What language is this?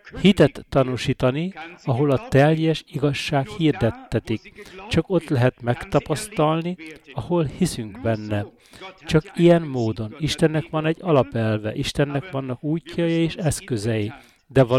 Hungarian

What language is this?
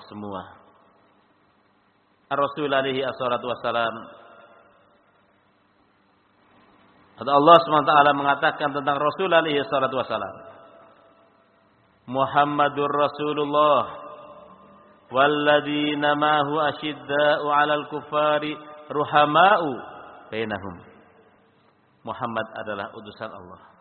Indonesian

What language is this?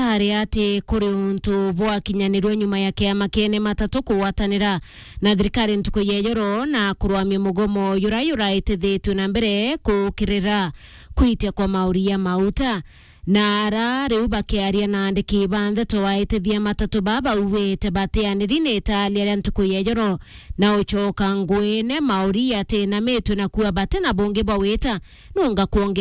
Meru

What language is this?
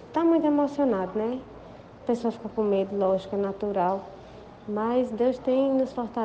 Portuguese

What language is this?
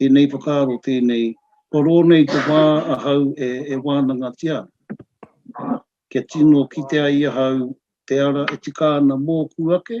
Māori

